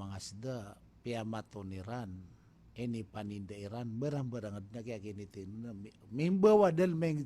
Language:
Maranao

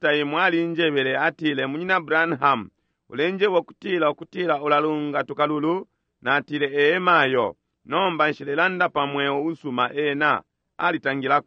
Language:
Bemba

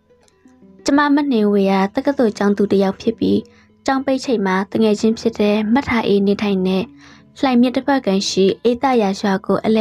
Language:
Burmese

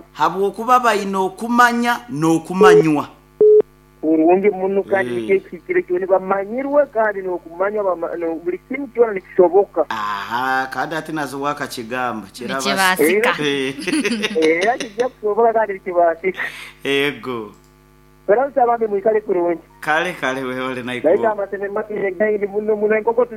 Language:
Nyoro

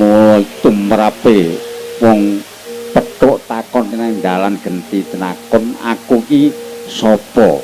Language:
Javanese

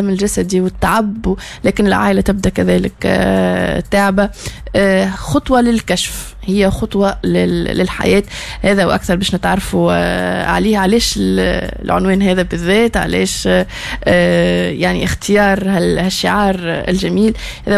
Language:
Tunisian Arabic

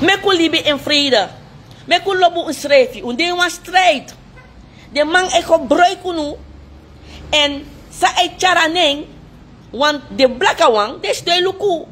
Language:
Sranan Tongo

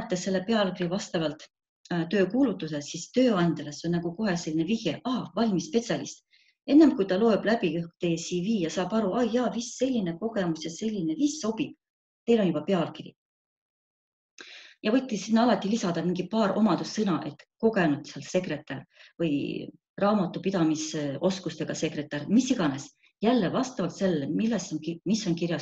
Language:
Estonian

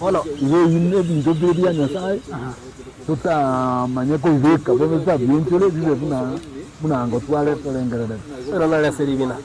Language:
Gusii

